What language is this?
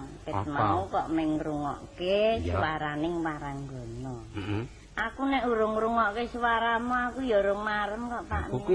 Javanese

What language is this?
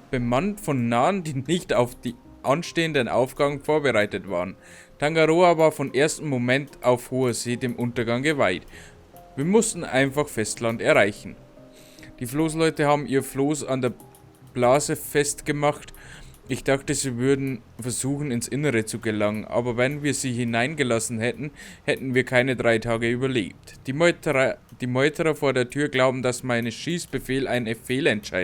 Bavarian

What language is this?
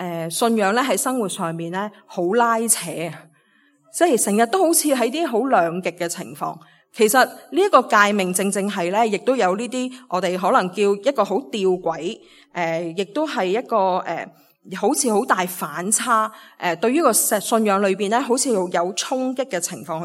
Cantonese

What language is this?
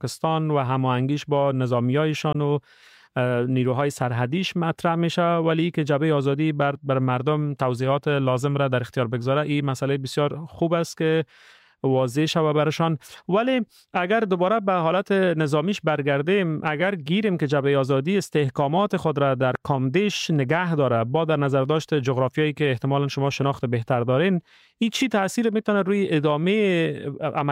Persian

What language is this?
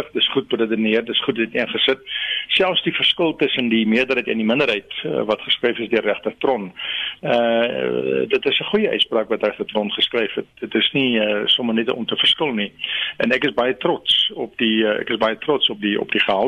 Afrikaans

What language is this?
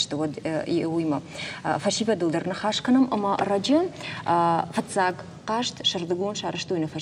Ossetic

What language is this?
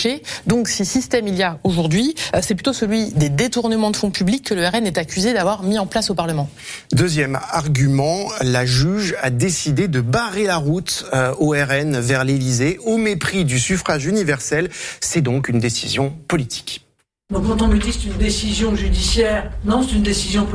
French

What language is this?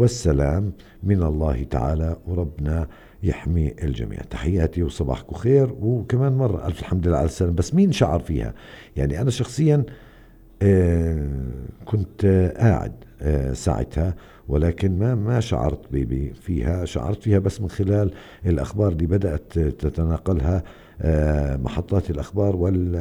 North Levantine Arabic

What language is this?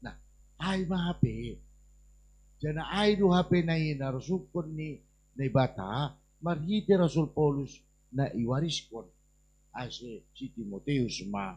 Batak Simalungun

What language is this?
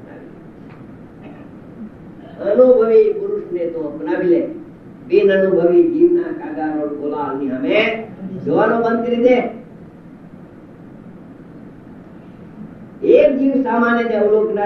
Gujarati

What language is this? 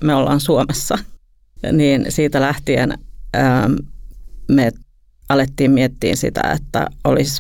Finnish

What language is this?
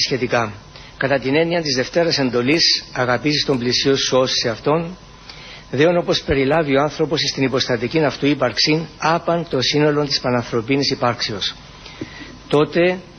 Greek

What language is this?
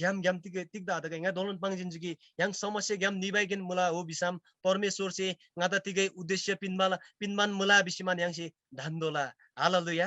Eastern Tamang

